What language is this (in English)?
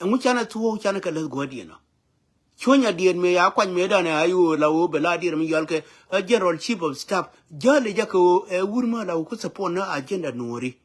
Nuer